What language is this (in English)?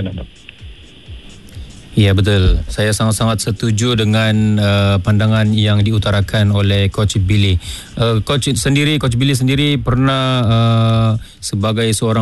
Malay